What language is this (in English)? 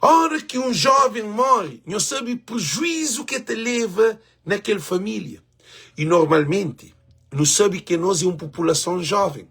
Kabuverdianu